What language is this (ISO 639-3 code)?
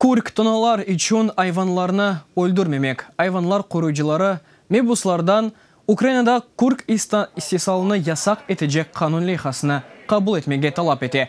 crh